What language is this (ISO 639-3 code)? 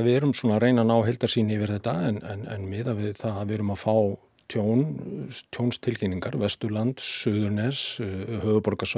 isl